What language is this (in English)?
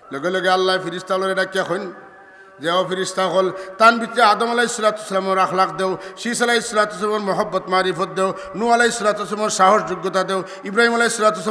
Sylheti